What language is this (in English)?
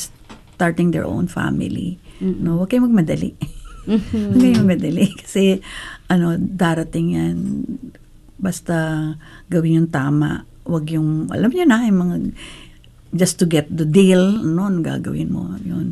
Filipino